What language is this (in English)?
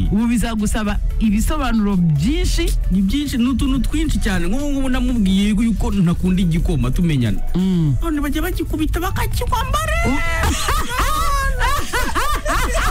Kinyarwanda